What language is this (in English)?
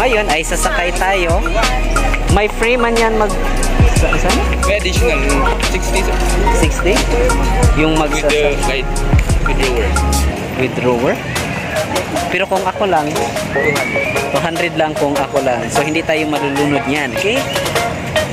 Filipino